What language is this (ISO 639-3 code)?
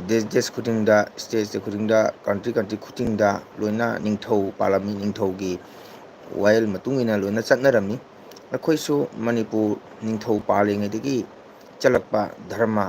mni